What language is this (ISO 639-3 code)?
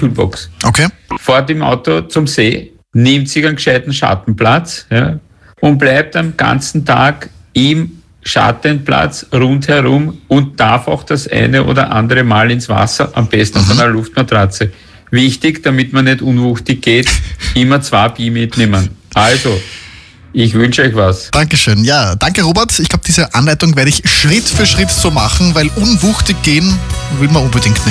deu